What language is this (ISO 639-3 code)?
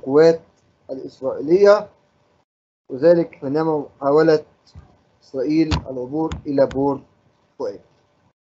arz